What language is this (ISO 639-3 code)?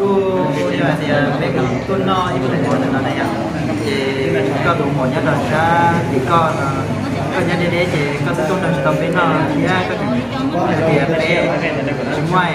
hmn